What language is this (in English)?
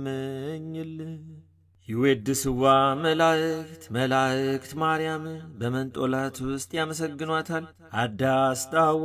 Amharic